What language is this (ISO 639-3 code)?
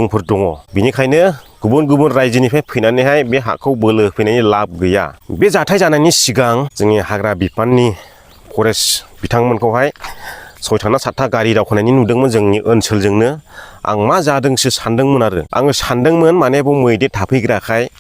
brx